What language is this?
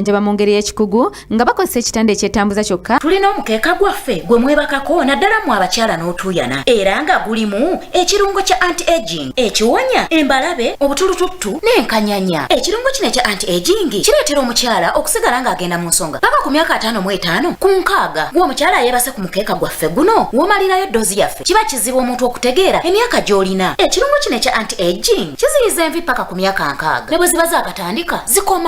Ganda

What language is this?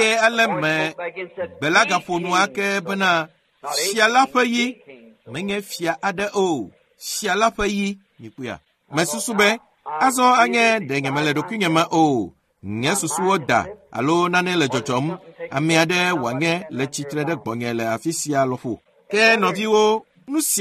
Ewe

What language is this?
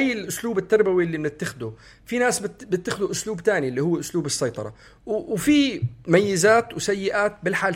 North Levantine Arabic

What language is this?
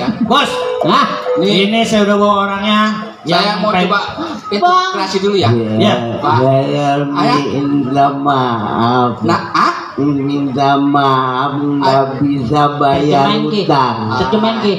Betawi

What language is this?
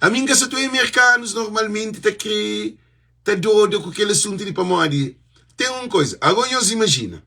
Kabuverdianu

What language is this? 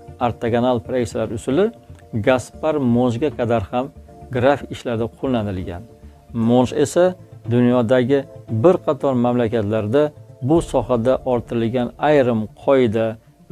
Uzbek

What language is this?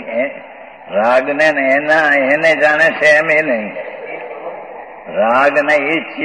Gujarati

